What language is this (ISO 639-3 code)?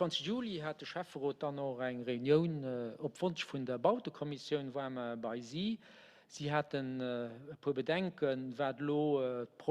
ltz